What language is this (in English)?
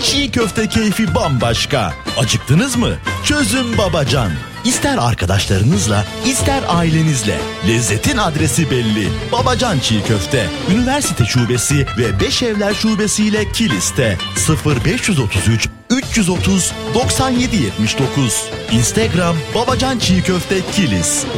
Turkish